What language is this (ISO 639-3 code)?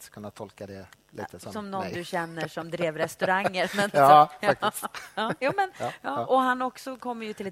swe